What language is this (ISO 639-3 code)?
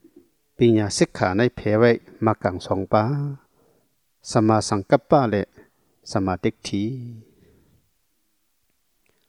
tha